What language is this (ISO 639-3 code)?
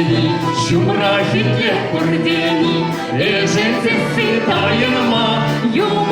chv